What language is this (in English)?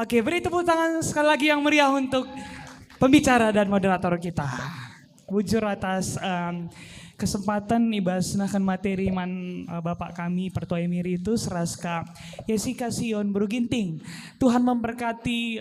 Batak Karo